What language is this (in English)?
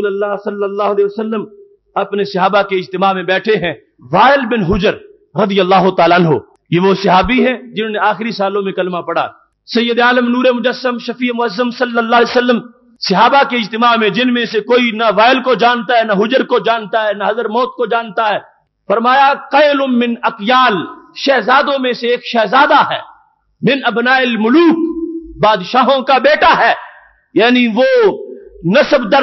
Urdu